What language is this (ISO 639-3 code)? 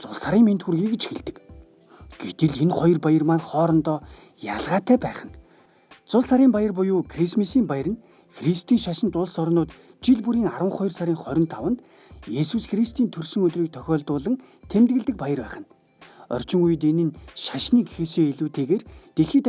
mon